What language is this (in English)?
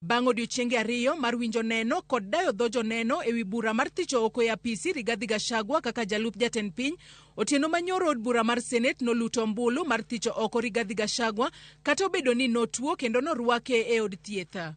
Luo (Kenya and Tanzania)